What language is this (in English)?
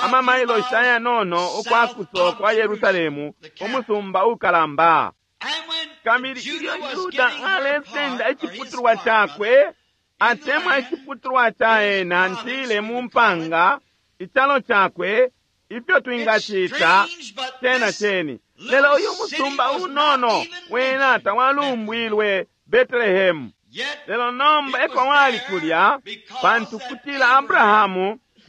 Bemba